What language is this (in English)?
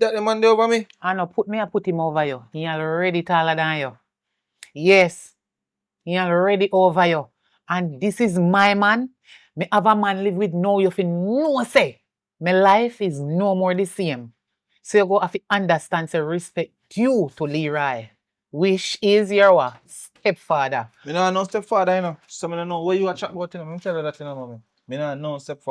Jamaican Creole English